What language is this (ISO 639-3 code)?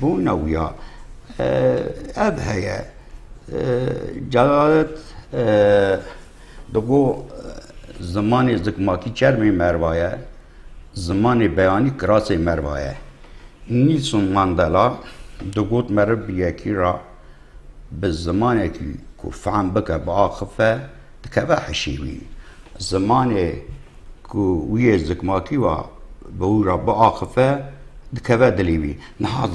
kur